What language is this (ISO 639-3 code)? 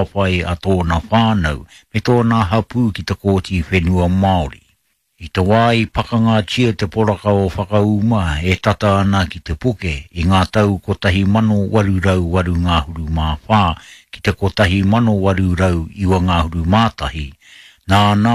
mri